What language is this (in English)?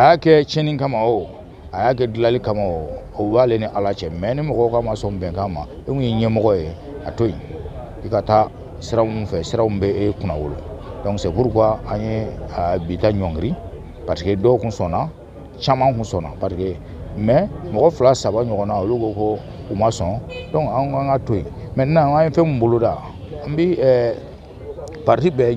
Bambara